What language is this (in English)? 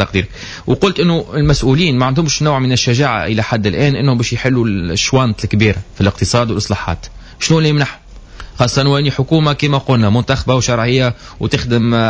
Tunisian Arabic